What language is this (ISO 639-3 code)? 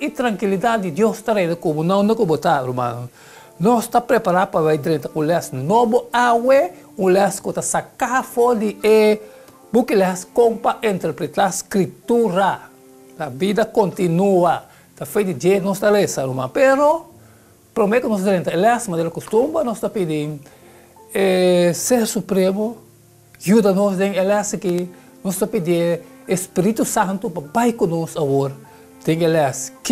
pap